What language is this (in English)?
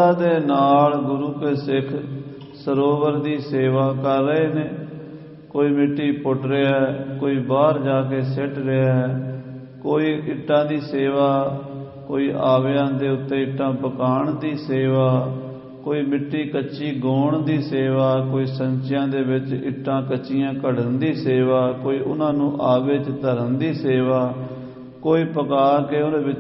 Punjabi